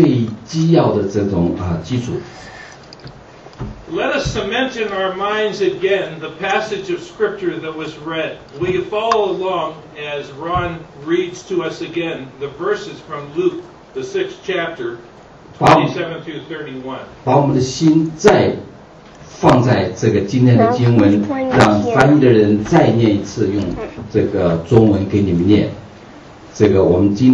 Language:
Chinese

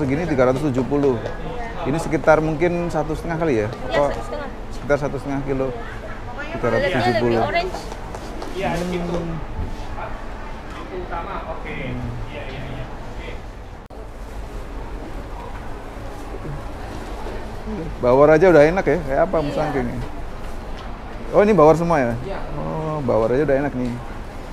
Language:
Indonesian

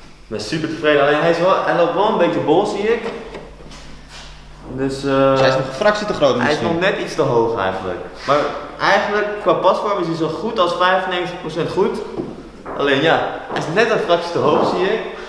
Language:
Dutch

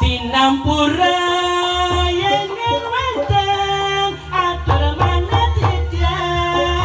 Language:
Balinese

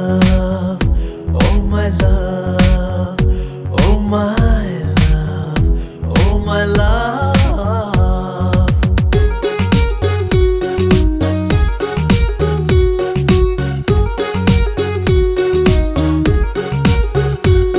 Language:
Kannada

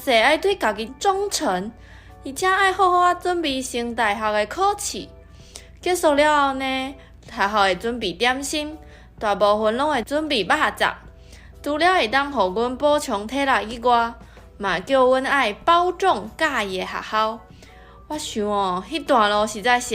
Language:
Min Nan Chinese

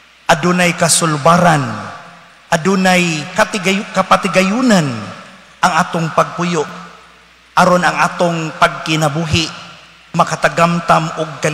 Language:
Cebuano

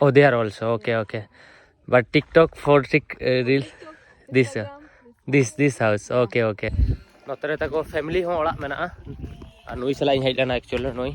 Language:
Santali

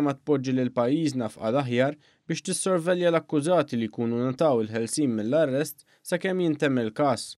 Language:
Maltese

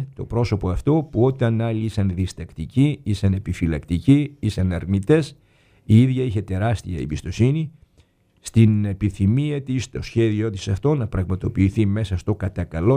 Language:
Greek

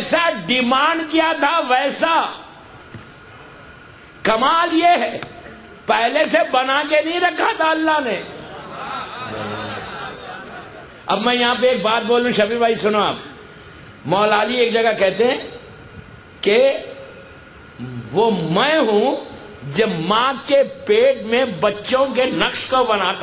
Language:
Urdu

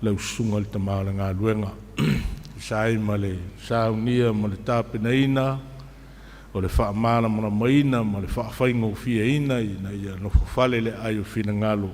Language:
Samoan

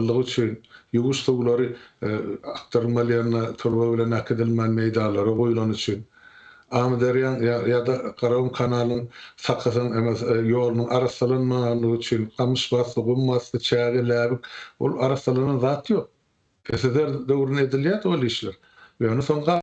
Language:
Turkmen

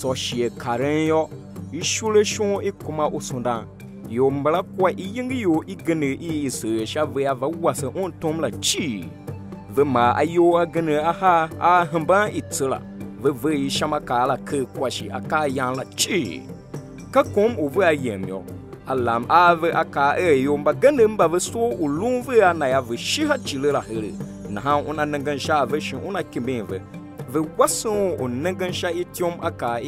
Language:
Tiv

